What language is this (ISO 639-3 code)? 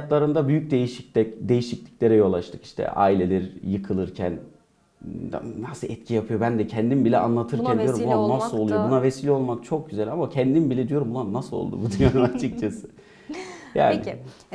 tur